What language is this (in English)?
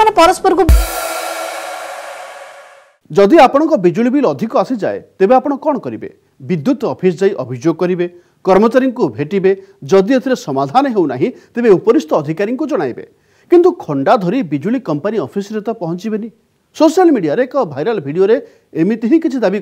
Odia